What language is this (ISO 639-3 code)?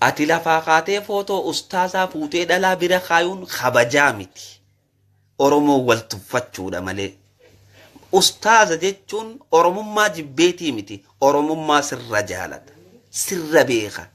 orm